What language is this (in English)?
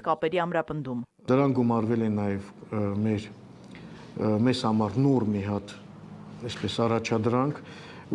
Armenian